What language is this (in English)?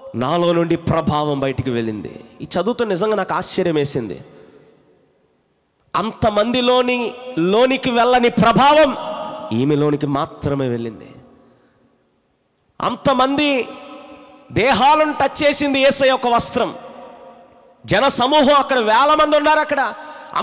Telugu